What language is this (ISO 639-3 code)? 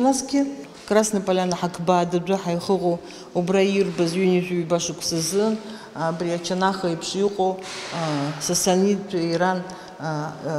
abk